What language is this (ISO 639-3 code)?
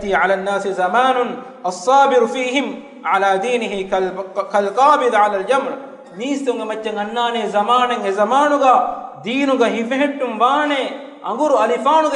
div